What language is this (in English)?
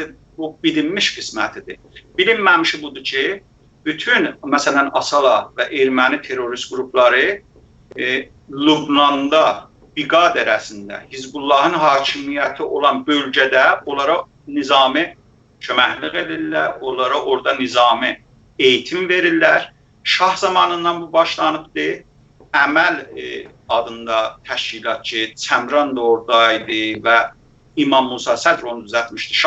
South Azerbaijani